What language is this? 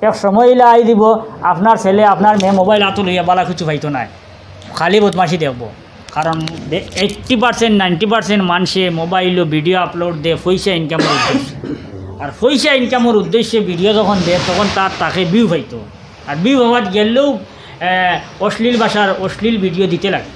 Sylheti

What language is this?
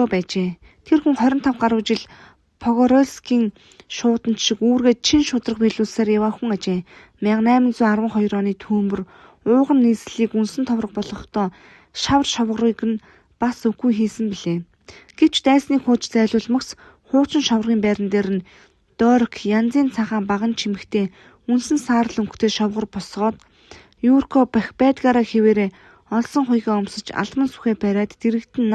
Mongolian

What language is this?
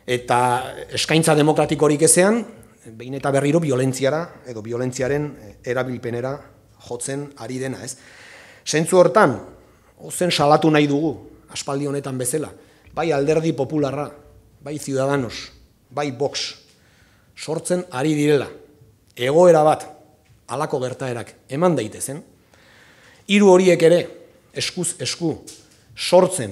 Basque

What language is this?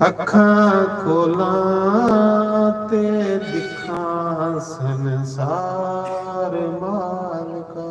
Dogri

